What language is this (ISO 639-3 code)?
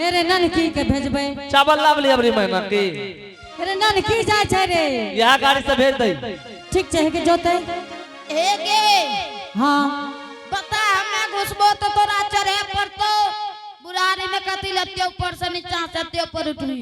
anp